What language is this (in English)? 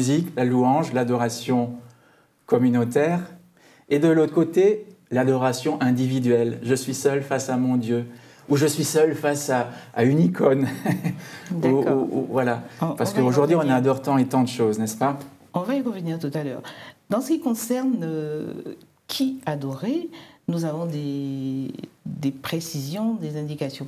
French